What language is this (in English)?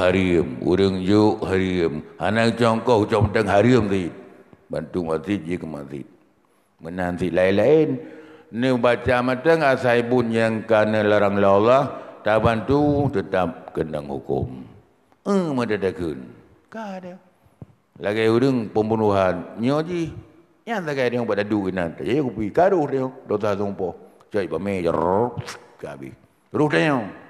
Achinese